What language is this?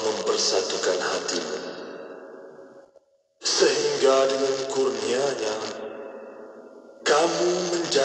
Malay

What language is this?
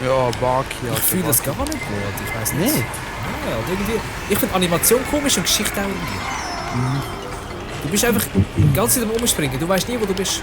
Swiss German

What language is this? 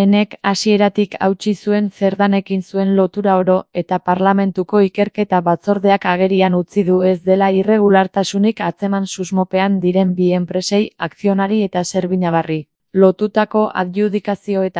Basque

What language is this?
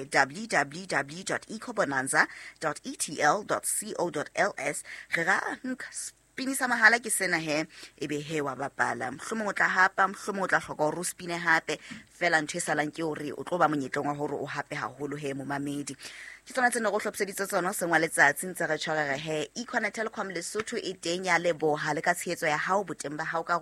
Southern Sotho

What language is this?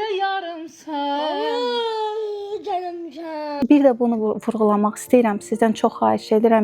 Azerbaijani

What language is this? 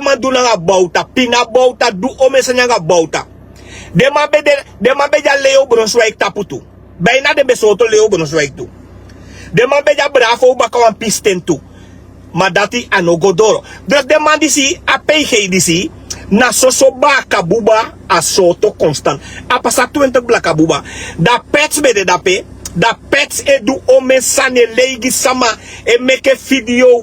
Sranan Tongo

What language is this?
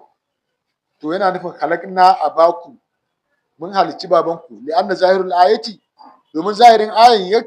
Hausa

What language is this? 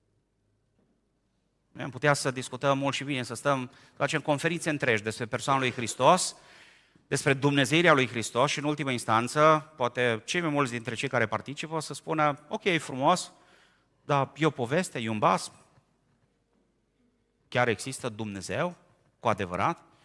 Romanian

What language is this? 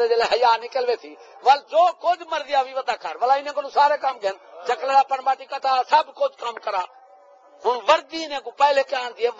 Saraiki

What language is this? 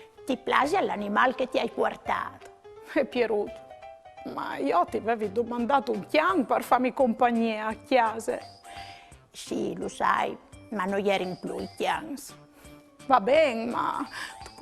Friulian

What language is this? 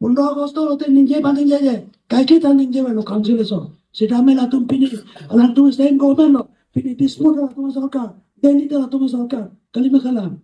Karbi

